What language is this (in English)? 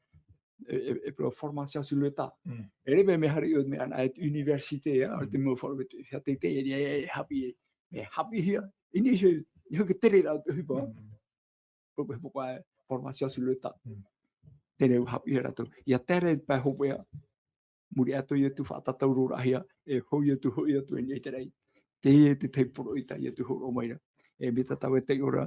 Tahitian